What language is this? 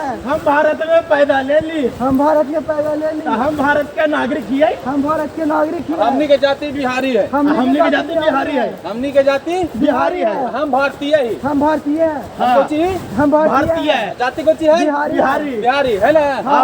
Magahi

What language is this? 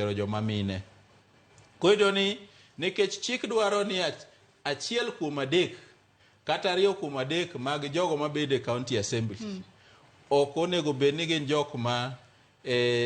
Luo (Kenya and Tanzania)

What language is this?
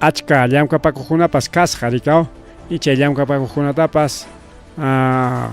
Ayacucho Quechua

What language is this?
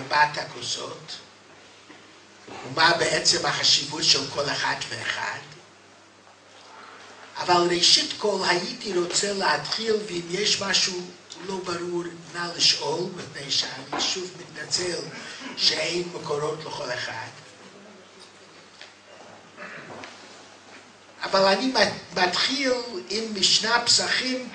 Hebrew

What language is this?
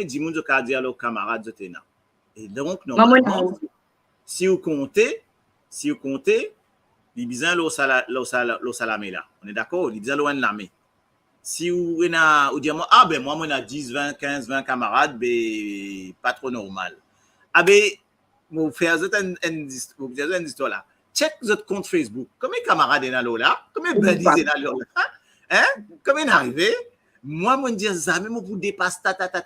Morisyen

